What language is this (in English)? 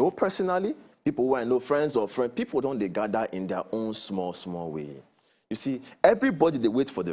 Nigerian Pidgin